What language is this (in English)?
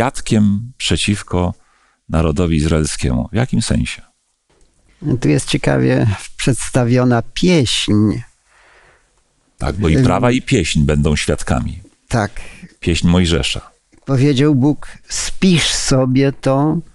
Polish